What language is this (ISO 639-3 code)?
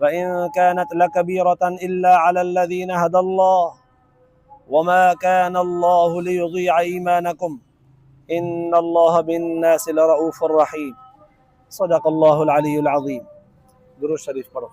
snd